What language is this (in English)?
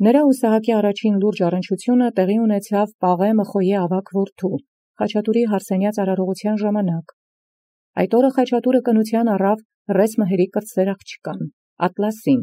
Armenian